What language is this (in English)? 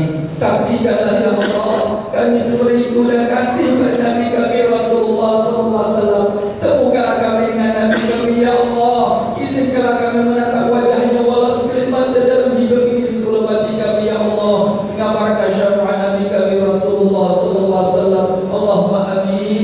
Malay